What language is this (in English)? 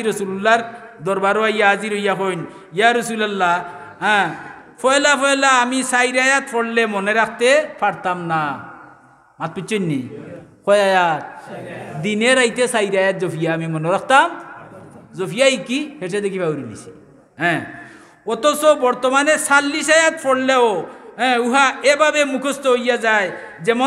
Sylheti